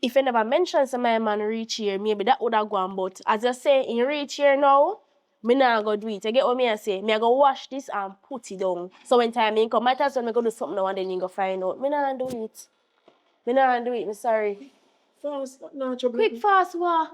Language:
Jamaican Creole English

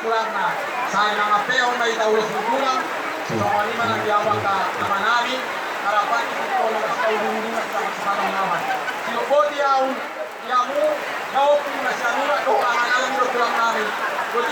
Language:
Batak Toba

